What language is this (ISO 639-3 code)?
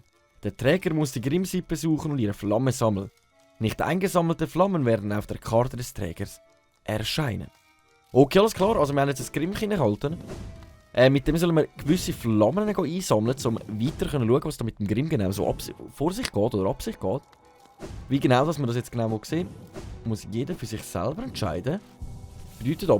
gsw